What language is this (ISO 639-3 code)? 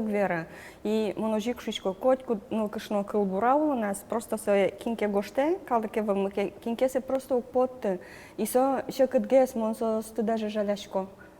udm